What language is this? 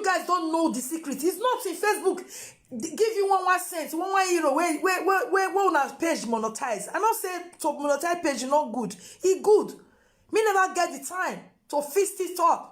Nigerian Pidgin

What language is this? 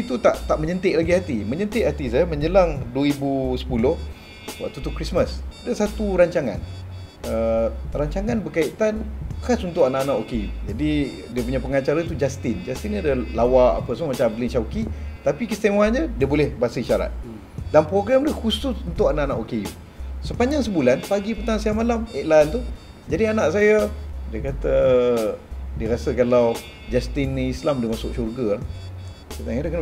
Malay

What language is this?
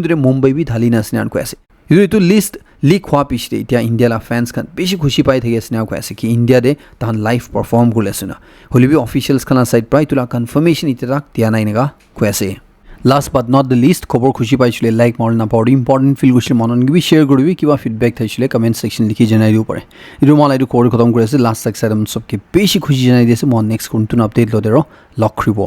Naga Pidgin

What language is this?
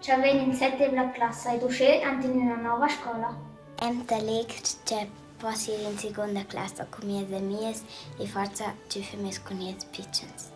Romansh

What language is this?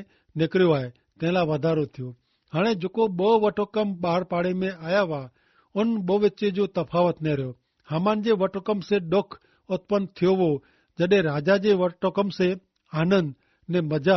Kachhi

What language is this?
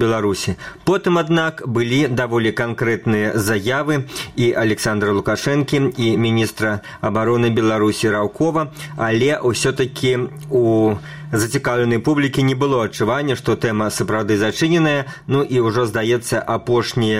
Belarusian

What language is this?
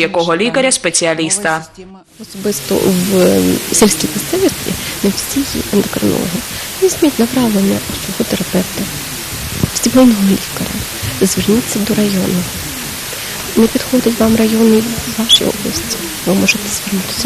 Ukrainian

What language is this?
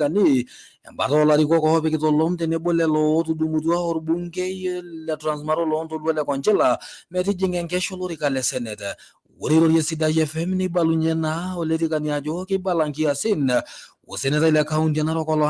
Masai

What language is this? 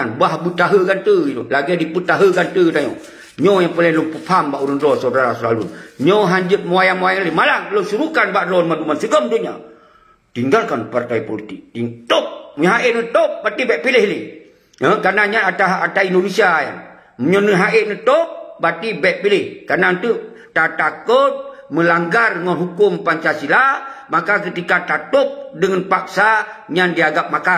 Achinese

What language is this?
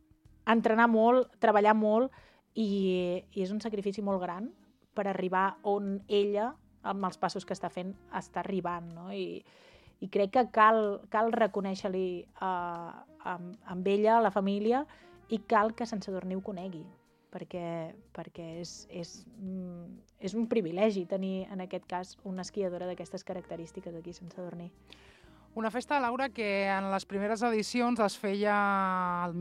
Catalan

